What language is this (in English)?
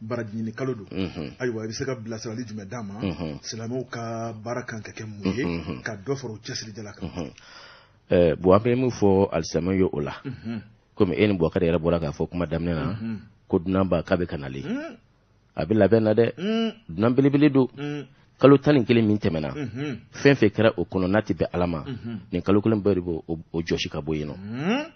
Bambara